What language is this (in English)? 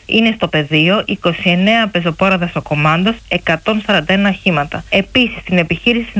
Greek